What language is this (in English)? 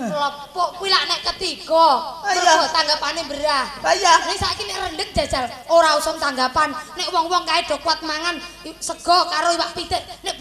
Javanese